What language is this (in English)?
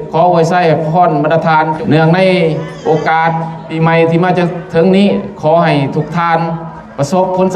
Lao